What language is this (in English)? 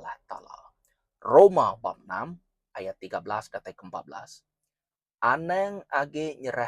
Iban